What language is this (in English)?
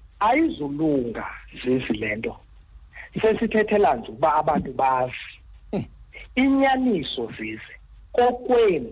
Xhosa